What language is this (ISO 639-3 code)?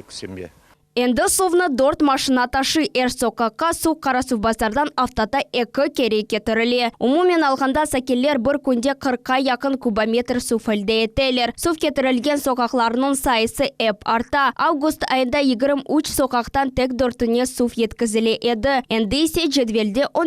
crh